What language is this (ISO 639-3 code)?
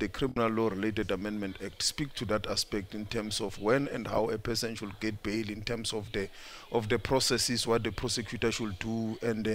eng